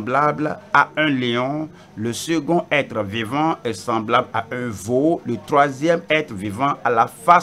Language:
French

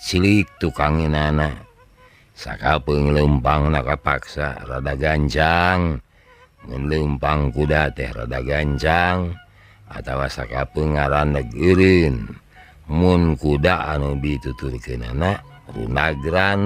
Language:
Sundanese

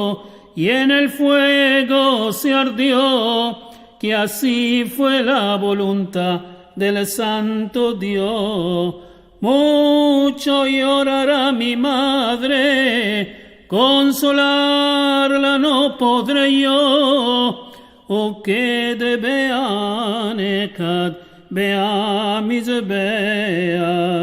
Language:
Ladino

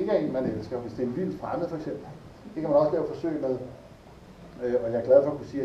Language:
Danish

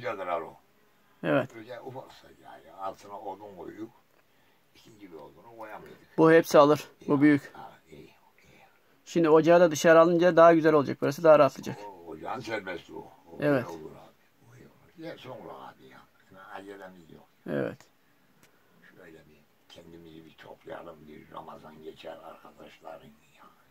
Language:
Turkish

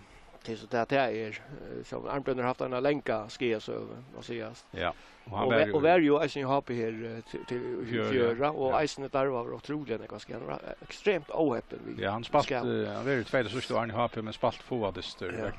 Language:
Faroese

